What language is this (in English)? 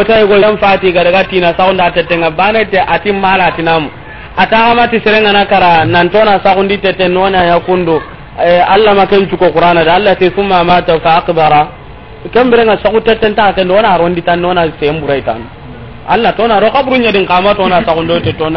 Soninke